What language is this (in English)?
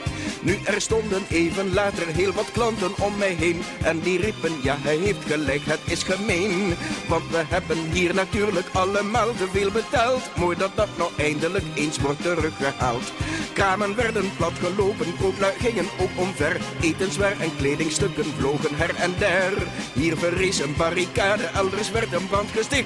Dutch